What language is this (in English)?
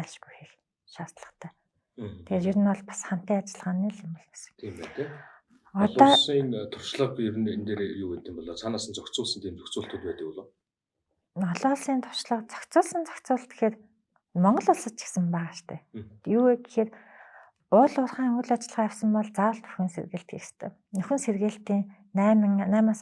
Mongolian